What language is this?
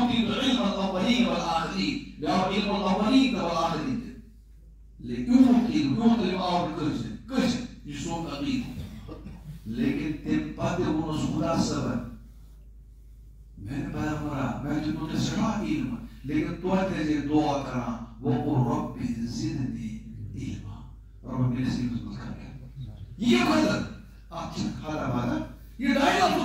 Kashmiri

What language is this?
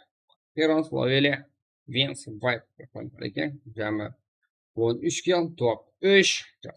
Kara-Kalpak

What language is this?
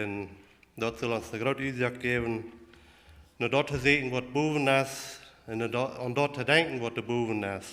Plautdietsch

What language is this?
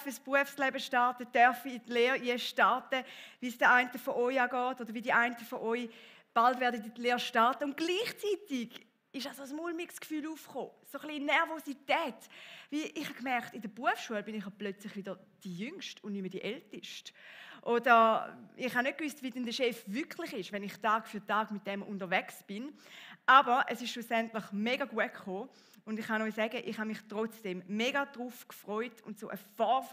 Swiss German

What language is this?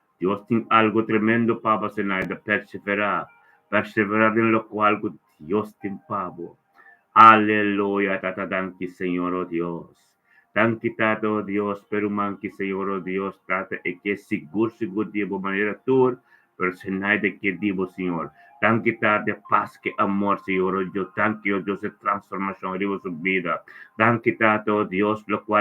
Papiamento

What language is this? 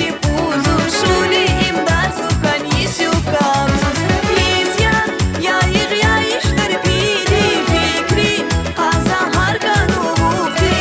Tabassaran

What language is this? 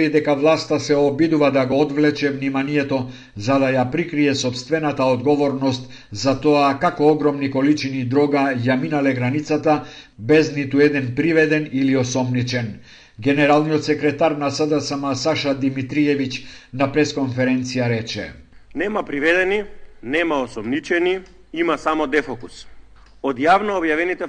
Macedonian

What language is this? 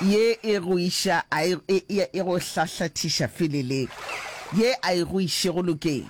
Northern Sotho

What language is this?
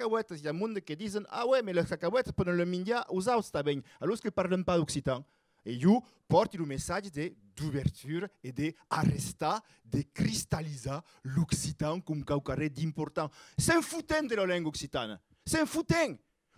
Occitan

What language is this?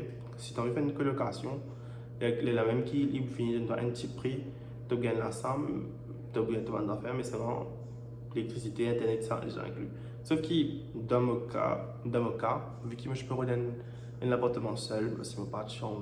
Morisyen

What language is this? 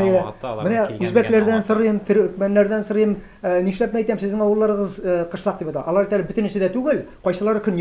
Tatar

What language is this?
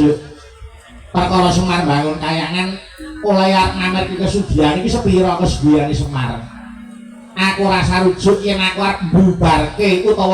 Javanese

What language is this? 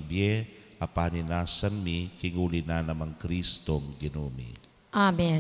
Pampanga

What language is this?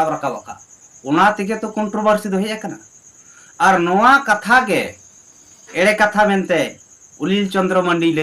Santali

